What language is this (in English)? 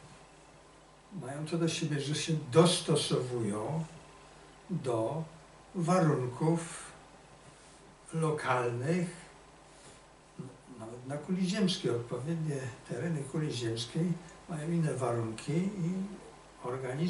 Polish